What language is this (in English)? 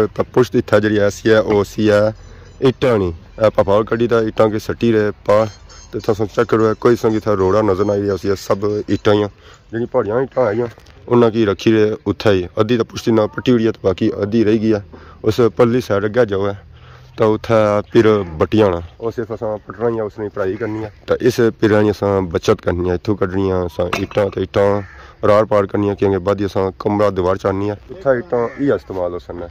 Pahari-Potwari